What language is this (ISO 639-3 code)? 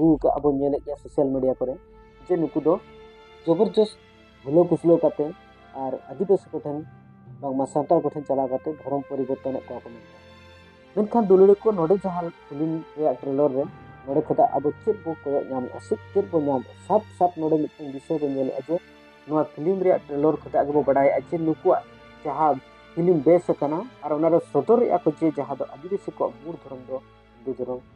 sat